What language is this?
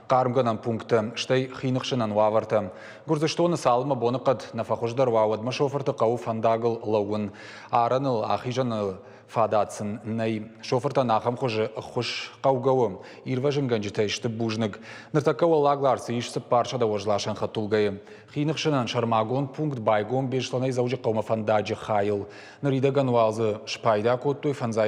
Ossetic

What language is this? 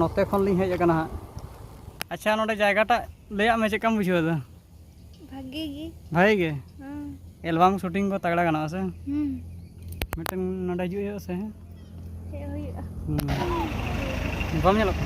Santali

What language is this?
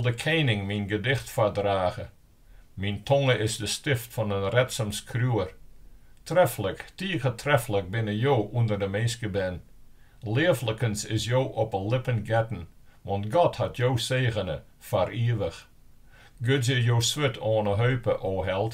Western Frisian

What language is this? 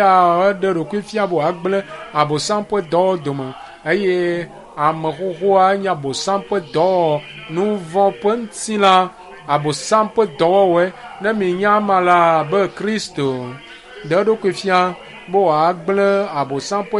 Ewe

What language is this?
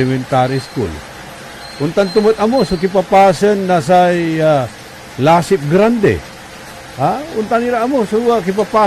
Pangasinan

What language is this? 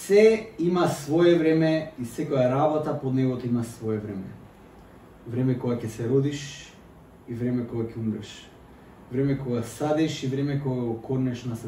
Macedonian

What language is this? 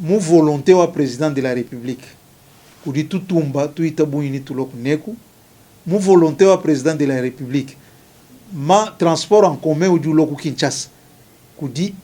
Luba-Lulua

